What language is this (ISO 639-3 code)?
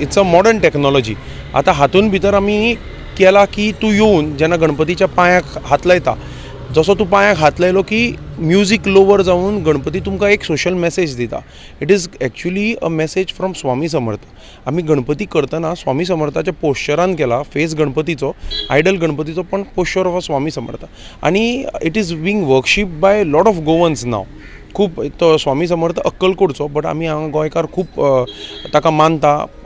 kok